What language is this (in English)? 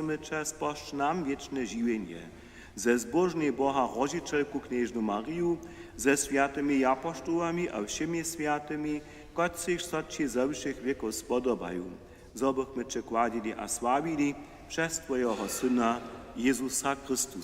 Upper Sorbian